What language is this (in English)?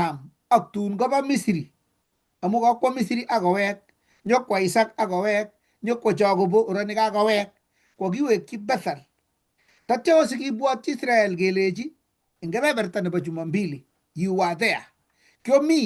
Kalenjin